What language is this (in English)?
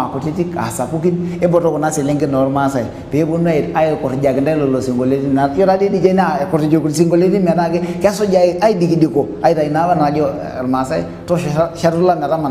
Masai